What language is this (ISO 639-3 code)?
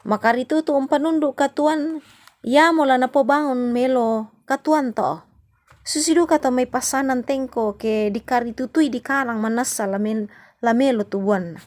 sda